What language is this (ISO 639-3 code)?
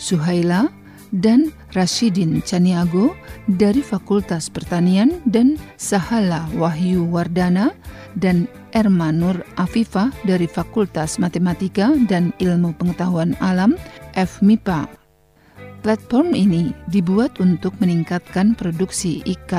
ind